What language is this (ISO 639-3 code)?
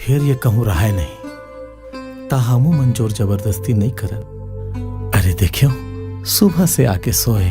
hne